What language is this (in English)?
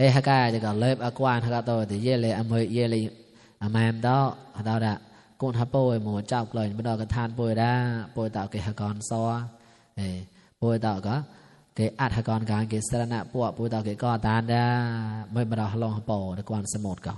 Mon